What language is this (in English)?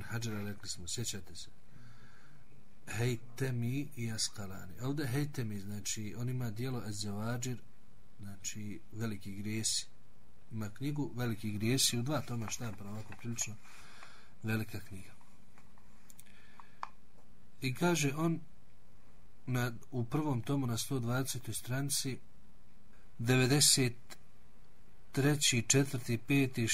Bosnian